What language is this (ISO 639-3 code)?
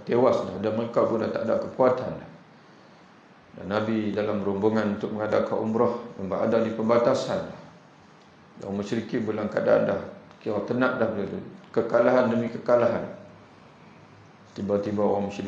msa